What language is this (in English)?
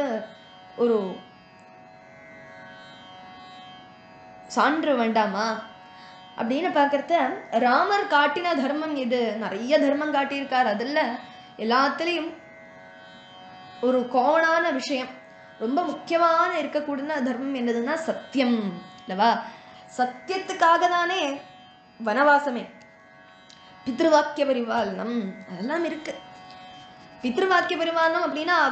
Tamil